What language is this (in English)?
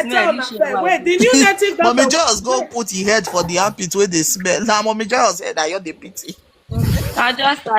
Nigerian Pidgin